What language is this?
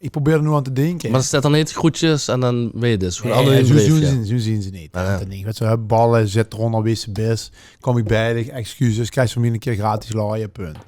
Limburgish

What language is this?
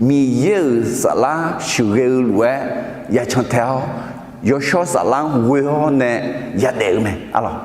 Akha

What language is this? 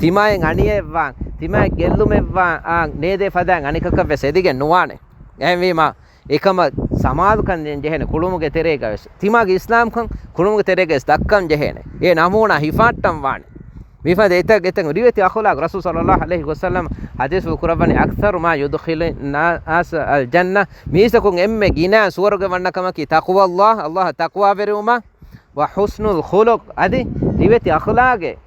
Divehi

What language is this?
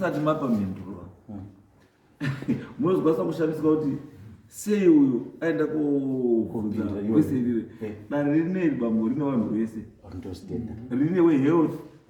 Shona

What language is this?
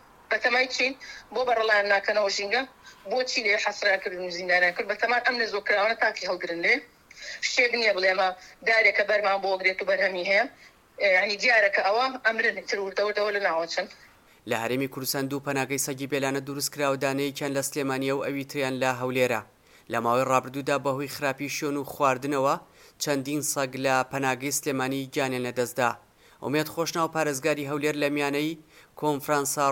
Central Kurdish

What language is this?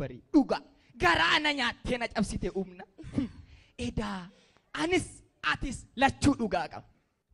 Oromo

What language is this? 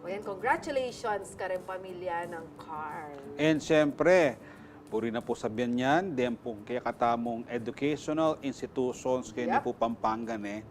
Pampanga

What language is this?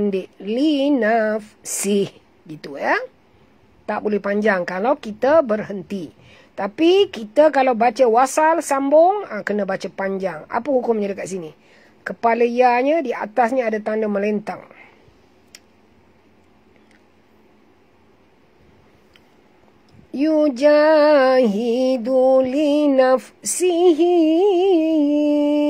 Malay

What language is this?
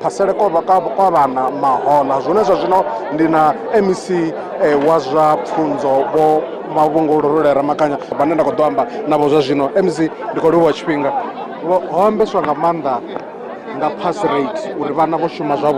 Venda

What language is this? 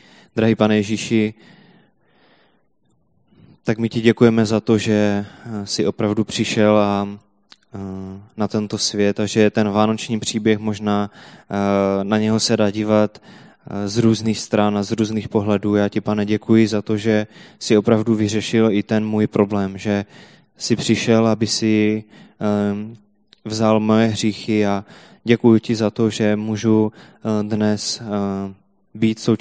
Czech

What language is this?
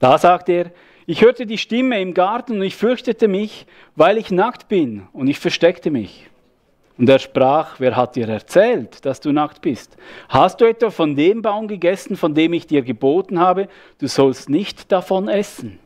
Swiss German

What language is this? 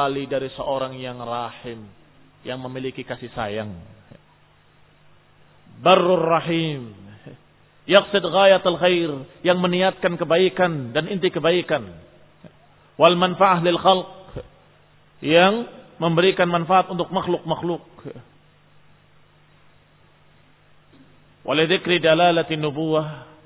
Indonesian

